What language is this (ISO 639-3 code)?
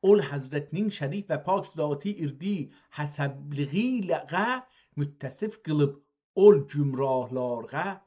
azb